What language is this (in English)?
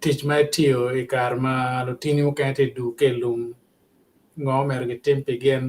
Acoli